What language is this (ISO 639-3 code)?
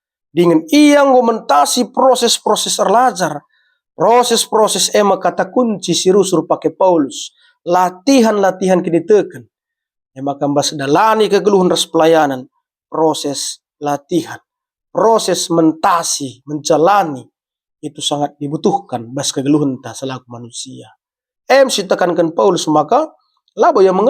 btx